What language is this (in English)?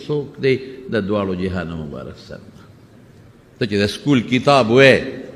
Pashto